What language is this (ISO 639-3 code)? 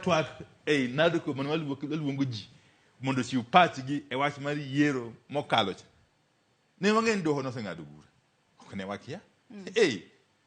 luo